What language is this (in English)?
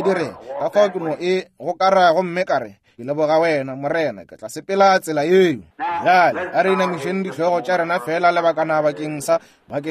Northern Sotho